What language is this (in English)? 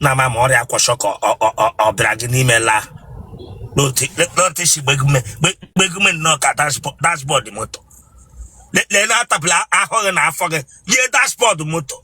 Igbo